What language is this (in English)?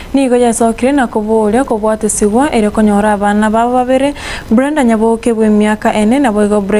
Gusii